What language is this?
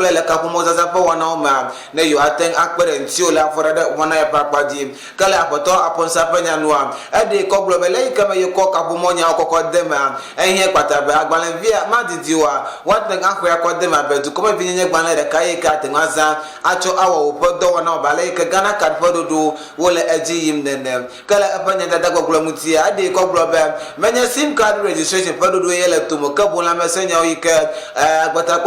Ewe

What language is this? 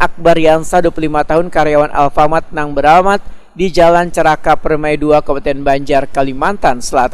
Banjar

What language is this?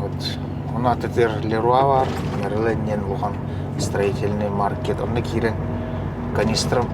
Yakut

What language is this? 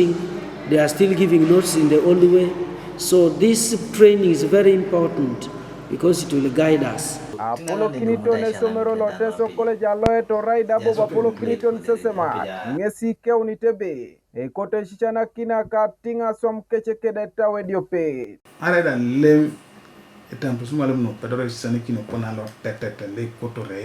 Teso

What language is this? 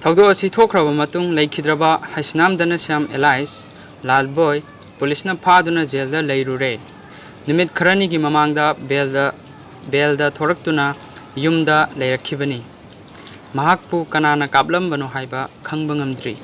Manipuri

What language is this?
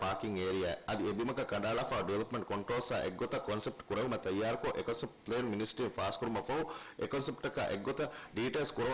Divehi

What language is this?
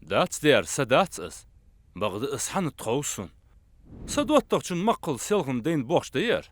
Ingush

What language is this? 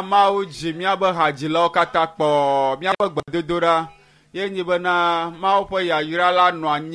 Ewe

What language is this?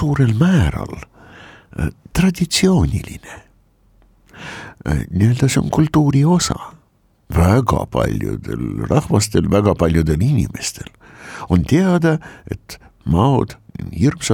Estonian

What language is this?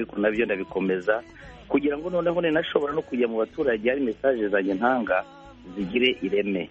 Kinyarwanda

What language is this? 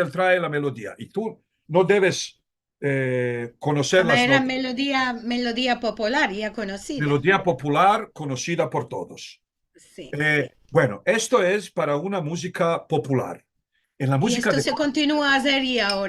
Ladino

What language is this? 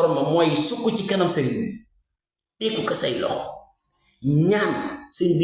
Wolof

